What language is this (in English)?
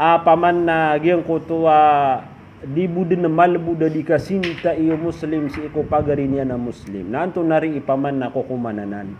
Maranao